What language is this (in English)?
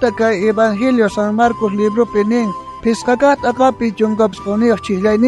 South Bolivian Quechua